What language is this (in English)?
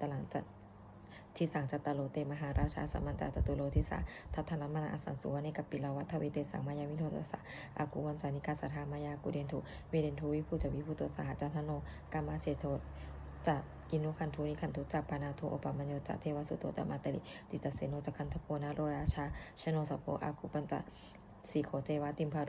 Pali